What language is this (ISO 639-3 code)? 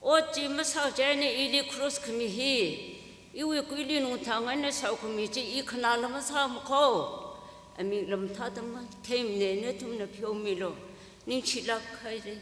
nmf